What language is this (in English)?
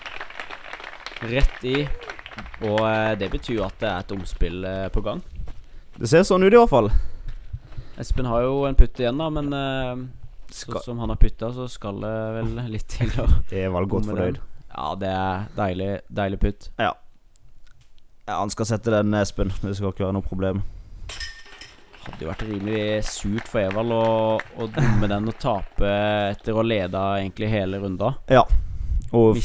Norwegian